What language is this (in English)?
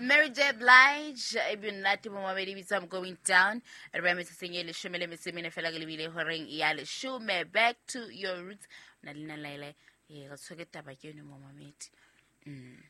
Southern Sotho